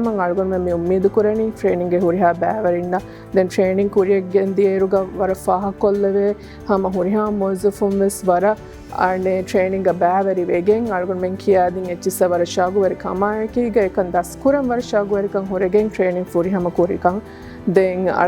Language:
Divehi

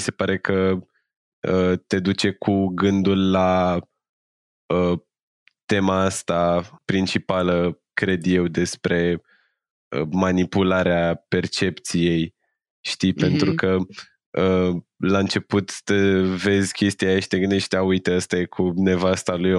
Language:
Romanian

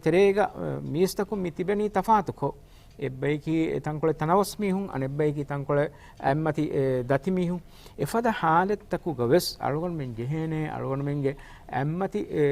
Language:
Divehi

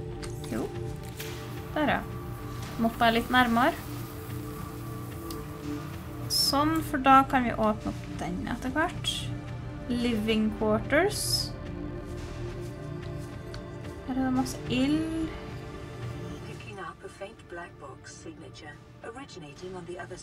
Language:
Norwegian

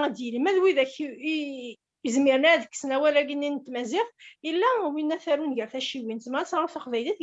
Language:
Kabyle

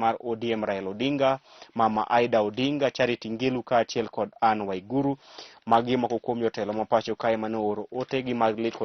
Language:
Luo (Kenya and Tanzania)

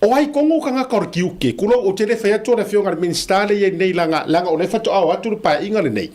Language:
Samoan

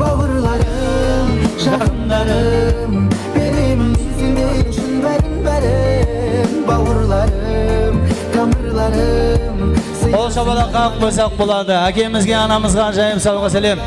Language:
Kara-Kalpak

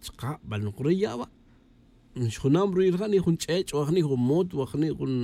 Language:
Tz'utujil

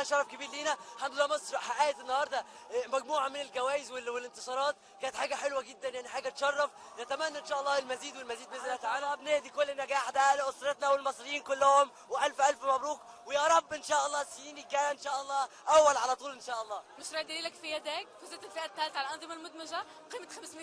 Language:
Egyptian Arabic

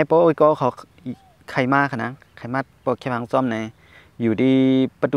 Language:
Shan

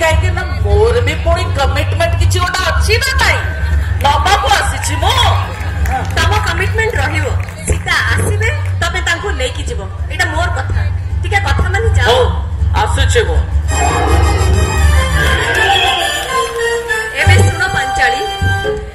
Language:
Odia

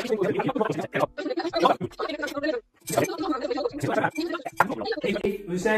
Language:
Dutch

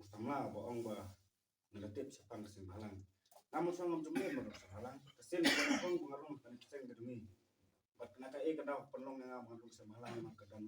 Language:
Khasi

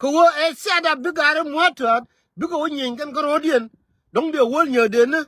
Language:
Nuer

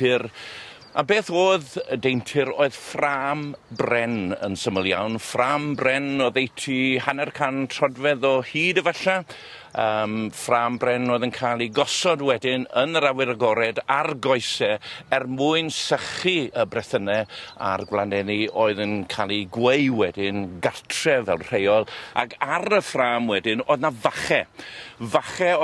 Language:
Welsh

